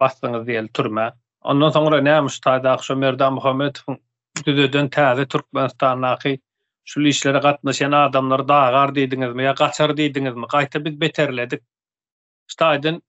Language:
Turkmen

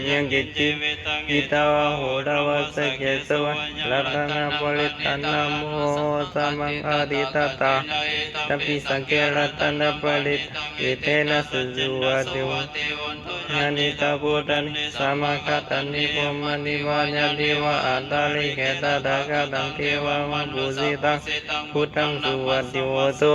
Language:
Pali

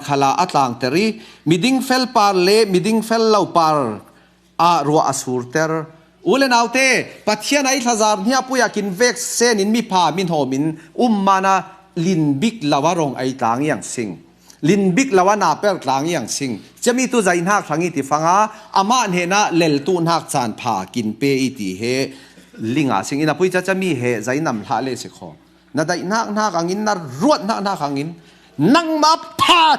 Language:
Falam Chin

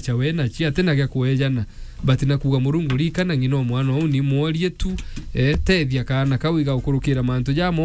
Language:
Meru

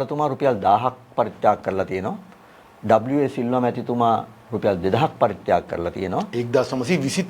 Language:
Sinhala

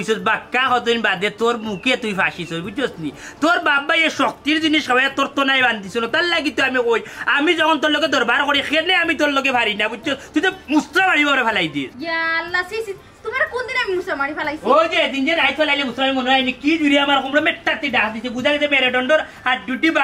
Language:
Sylheti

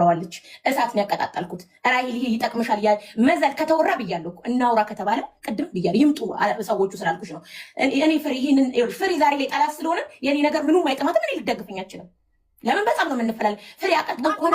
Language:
Amharic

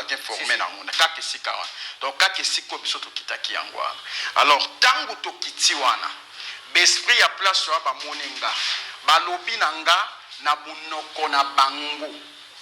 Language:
Lingala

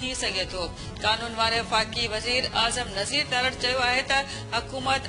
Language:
Sindhi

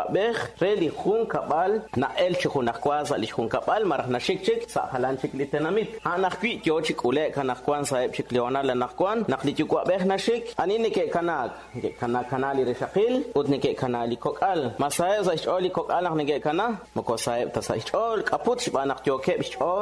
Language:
Kekchí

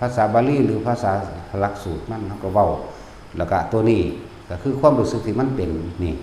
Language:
Northeastern Thai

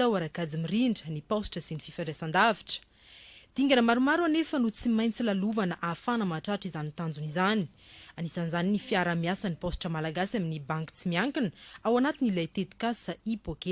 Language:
Malagasy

